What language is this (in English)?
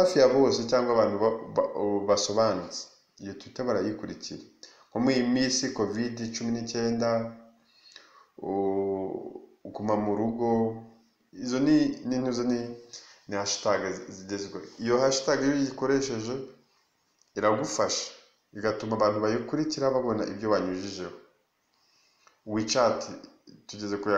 Kinyarwanda